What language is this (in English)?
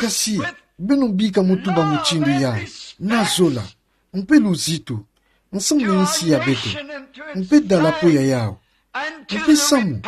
Kituba (Democratic Republic of Congo)